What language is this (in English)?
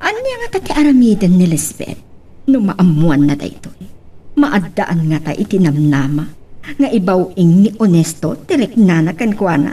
Iloko